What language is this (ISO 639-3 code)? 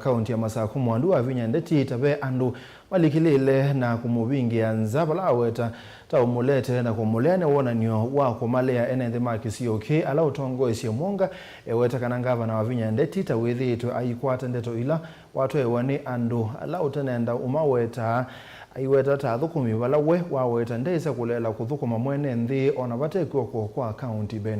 kam